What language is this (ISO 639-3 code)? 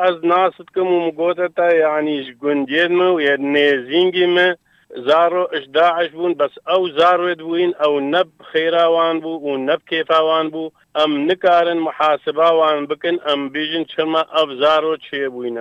kur